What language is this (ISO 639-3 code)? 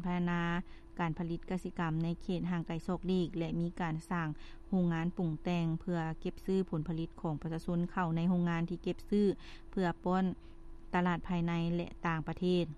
lao